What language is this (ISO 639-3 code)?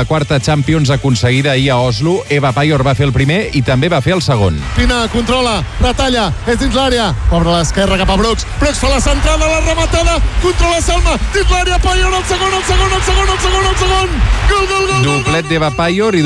cat